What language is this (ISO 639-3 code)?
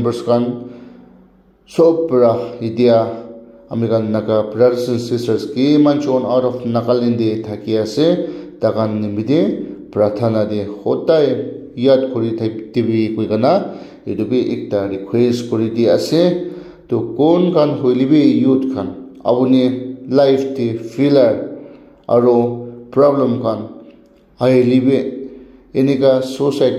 nag